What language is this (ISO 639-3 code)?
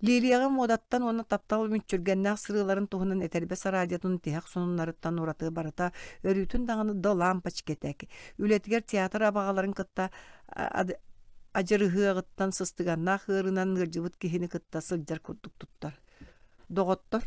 sah